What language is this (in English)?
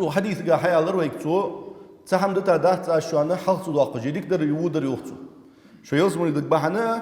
Ingush